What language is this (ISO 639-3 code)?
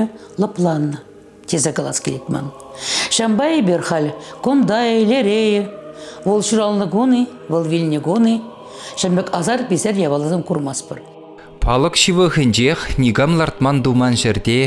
chv